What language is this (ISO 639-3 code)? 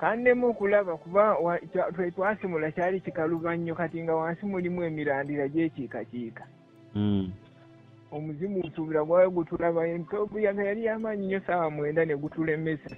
lug